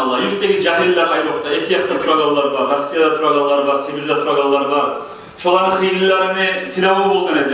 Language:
Kumyk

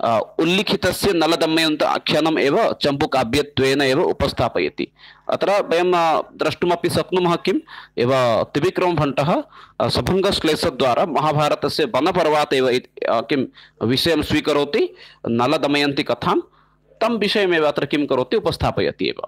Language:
Sanskrit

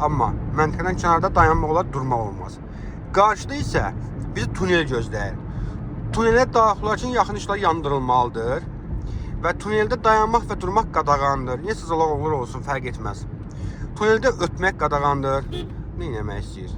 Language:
Azerbaijani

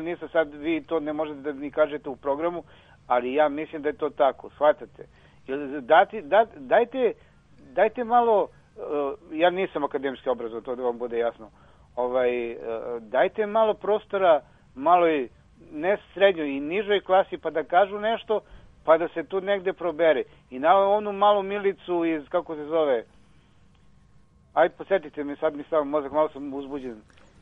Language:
Serbian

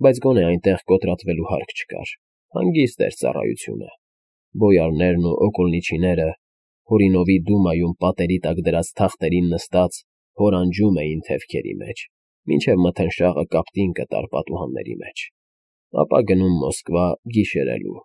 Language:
Armenian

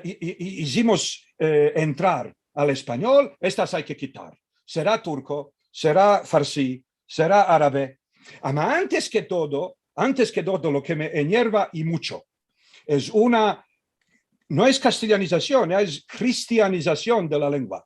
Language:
Ladino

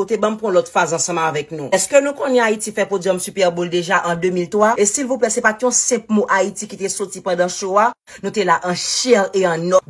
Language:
Haitian Creole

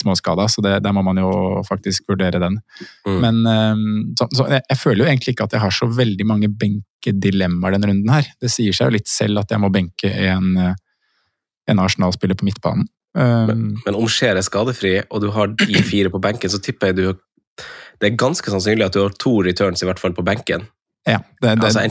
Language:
Norwegian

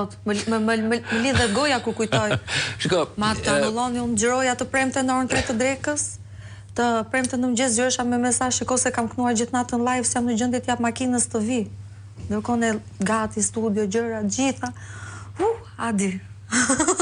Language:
Albanian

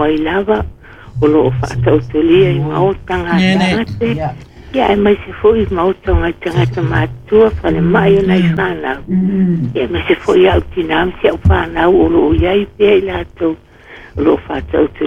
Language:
Samoan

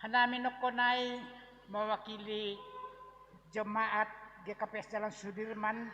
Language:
Batak Simalungun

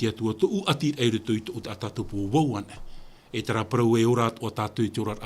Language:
Tahitian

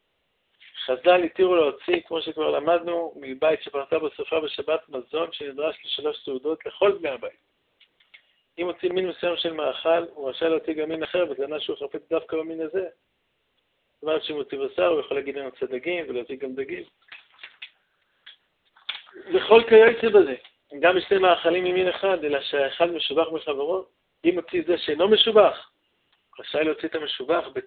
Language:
Hebrew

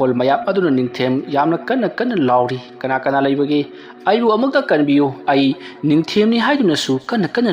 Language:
Manipuri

